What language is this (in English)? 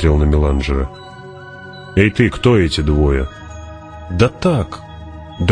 Russian